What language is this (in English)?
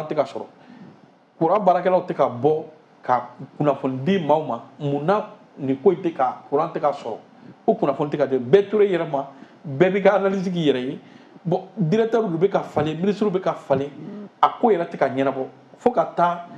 Bambara